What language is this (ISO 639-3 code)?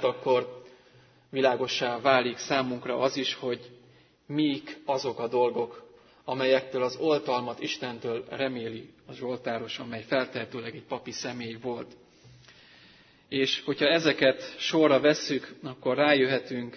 hun